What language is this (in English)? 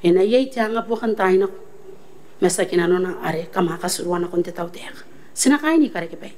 Gilbertese